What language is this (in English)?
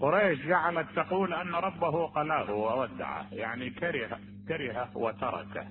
Mesopotamian Arabic